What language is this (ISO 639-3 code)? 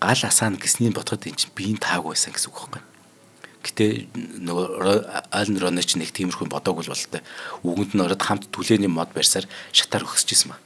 mon